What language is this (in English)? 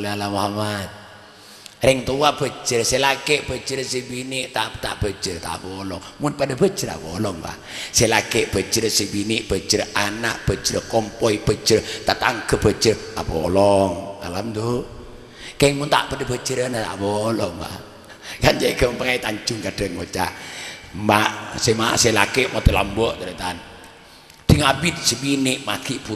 Madurese